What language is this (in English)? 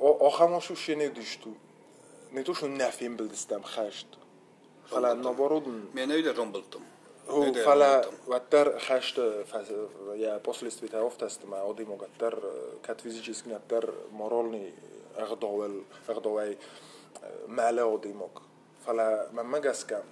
Ossetic